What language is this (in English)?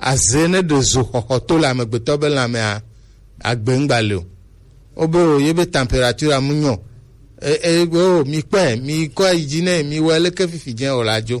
Gen